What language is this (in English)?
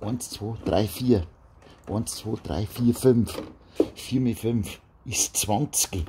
Bavarian